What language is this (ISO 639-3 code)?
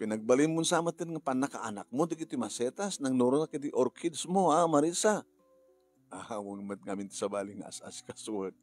ilo